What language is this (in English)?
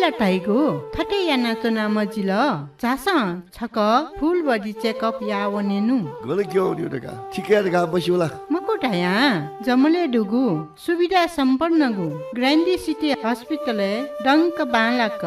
Newari